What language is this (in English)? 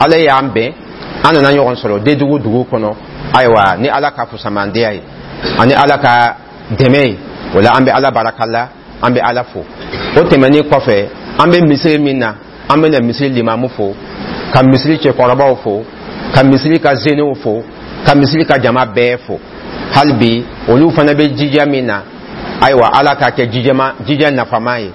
Dyula